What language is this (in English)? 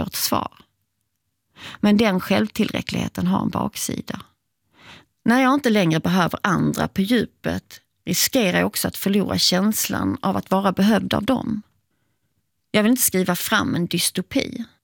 Swedish